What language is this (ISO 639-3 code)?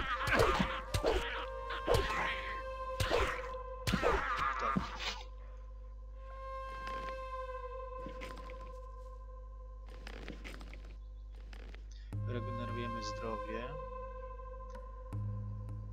pol